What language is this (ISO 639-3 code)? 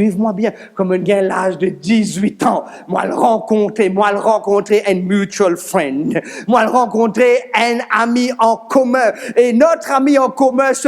mfe